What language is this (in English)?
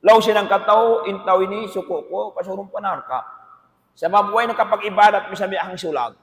Tausug